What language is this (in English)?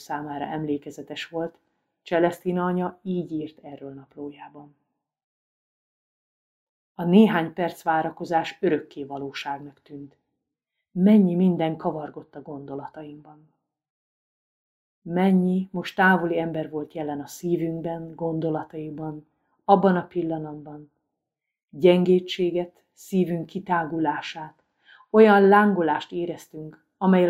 Hungarian